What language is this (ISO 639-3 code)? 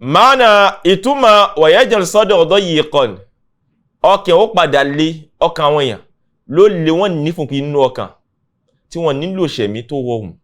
yor